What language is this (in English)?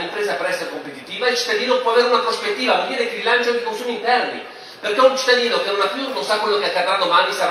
Italian